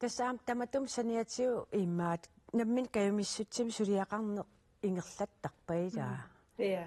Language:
Kalaallisut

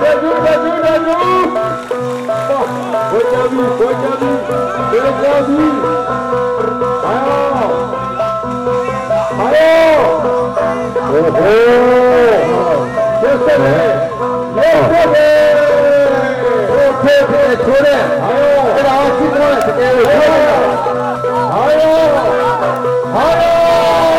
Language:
Burmese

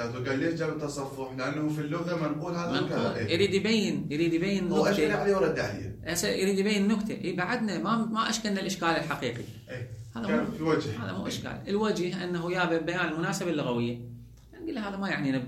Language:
Mesopotamian Arabic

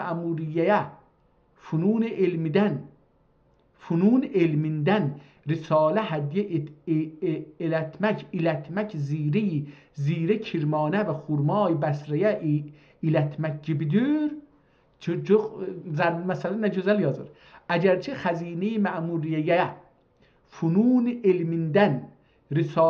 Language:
South Azerbaijani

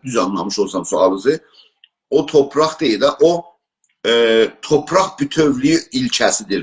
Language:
South Azerbaijani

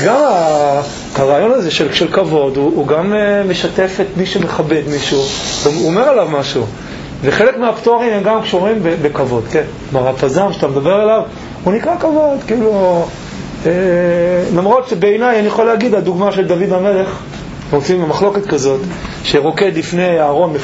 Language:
Hebrew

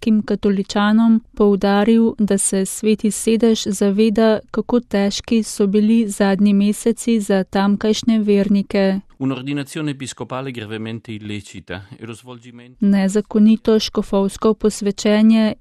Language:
Slovenian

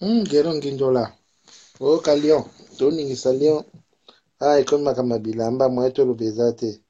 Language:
Lingala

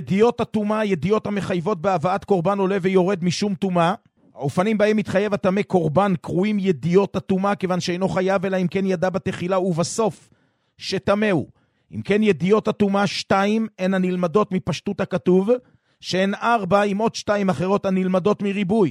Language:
Hebrew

